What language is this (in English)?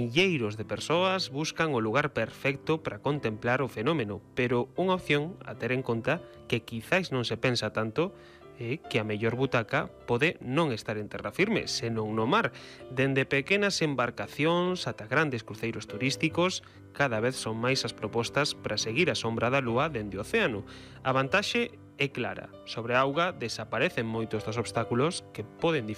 Galician